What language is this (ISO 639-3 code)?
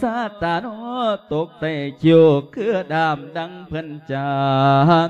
lao